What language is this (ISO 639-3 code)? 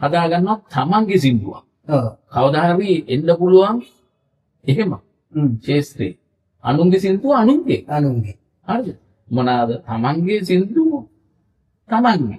sin